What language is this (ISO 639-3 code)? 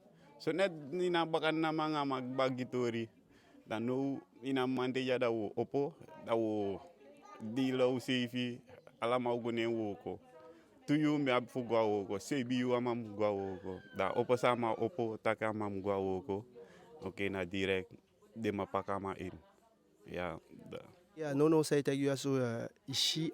djk